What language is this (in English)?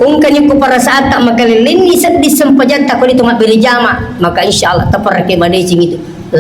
Buginese